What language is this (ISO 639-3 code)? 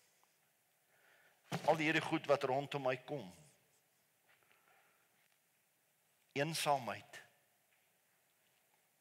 afr